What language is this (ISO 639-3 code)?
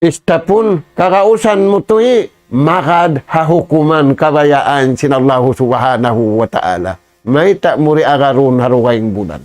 tsg